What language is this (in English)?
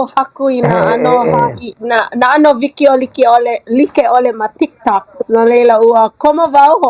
Hawaiian